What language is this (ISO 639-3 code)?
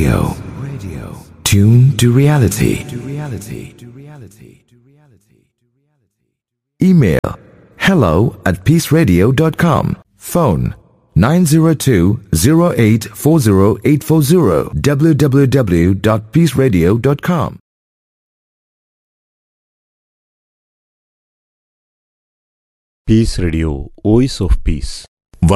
mal